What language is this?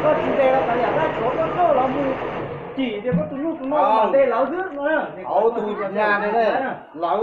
Hmong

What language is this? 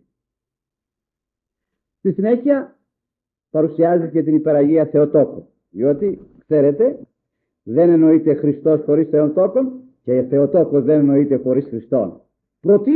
Greek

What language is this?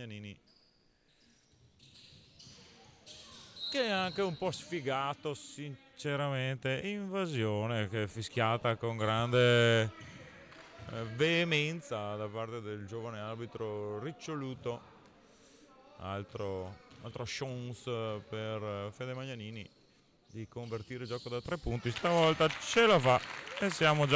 Italian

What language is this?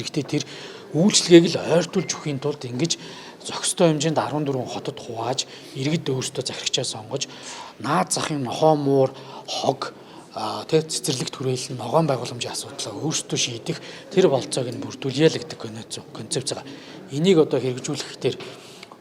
Mongolian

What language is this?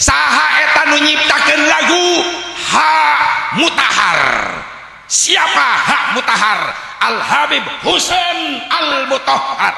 Sundanese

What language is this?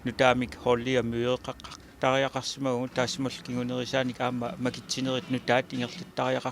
Kalaallisut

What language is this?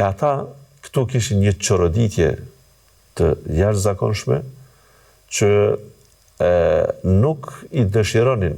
Albanian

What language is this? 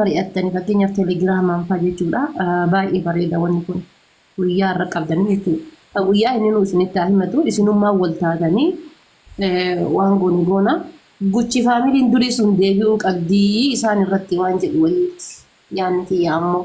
Oromo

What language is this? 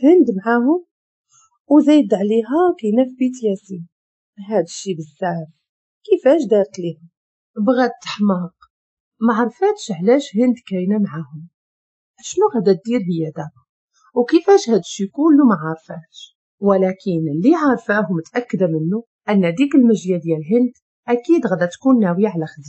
Moroccan Arabic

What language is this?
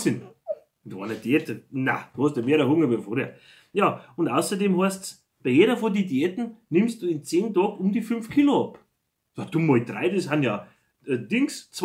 Bavarian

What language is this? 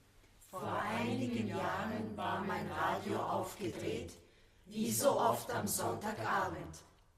German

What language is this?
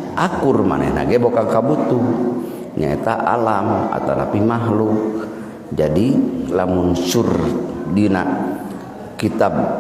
Sundanese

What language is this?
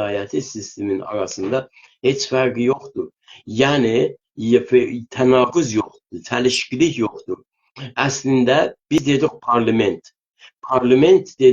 South Azerbaijani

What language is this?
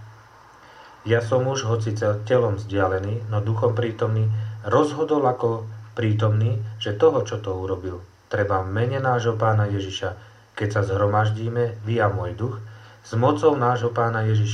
Slovak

